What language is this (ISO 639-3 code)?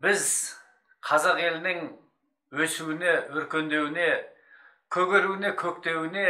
kaz